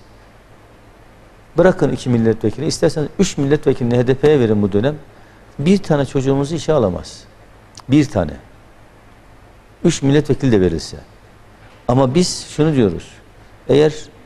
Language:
Turkish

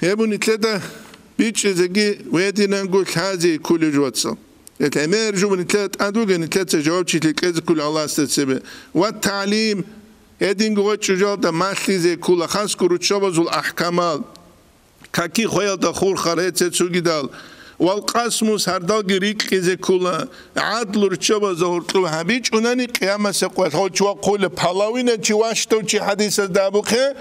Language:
Avaric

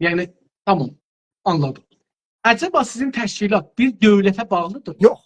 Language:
South Azerbaijani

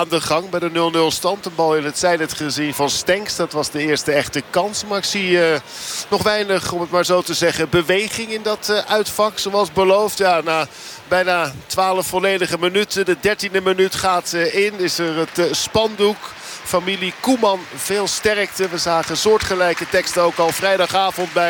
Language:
Dutch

